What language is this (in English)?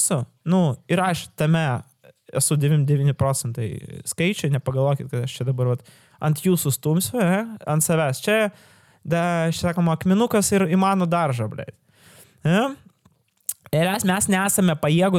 Lithuanian